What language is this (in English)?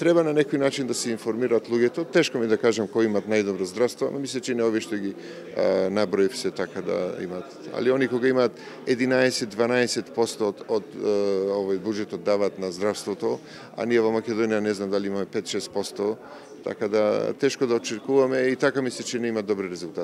Macedonian